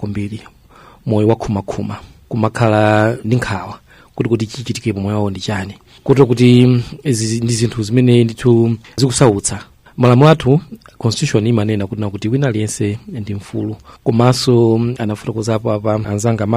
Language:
Nyanja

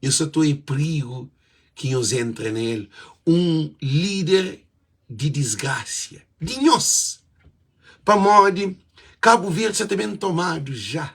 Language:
Kabuverdianu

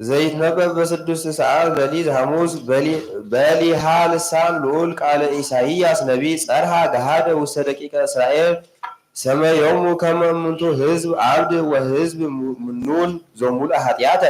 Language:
Geez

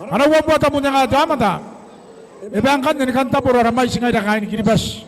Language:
Gilbertese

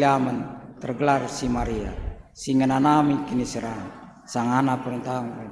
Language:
Batak Karo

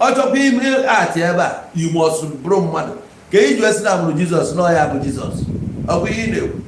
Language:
Igbo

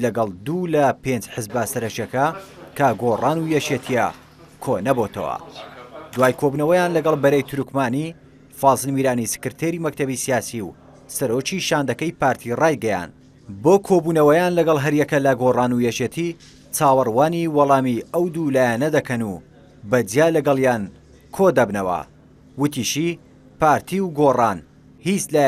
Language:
Central Kurdish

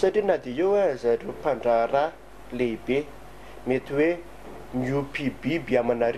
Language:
Malagasy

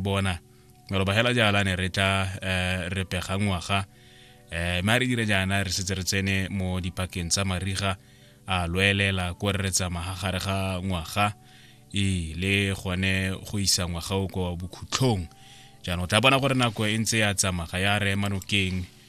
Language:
Tswana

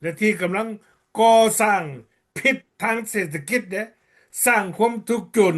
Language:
Lao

